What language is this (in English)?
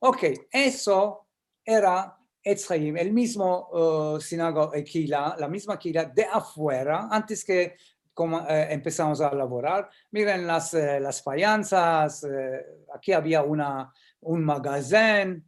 Ladino